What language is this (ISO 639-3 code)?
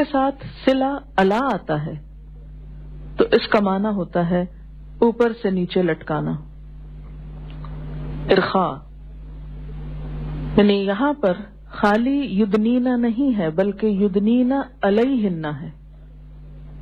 urd